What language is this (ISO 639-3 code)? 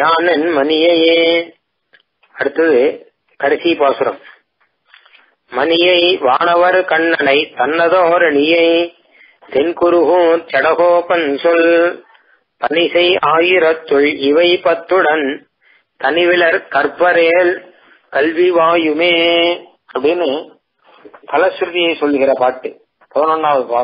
tam